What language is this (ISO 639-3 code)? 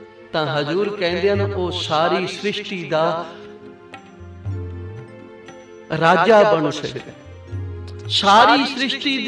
pan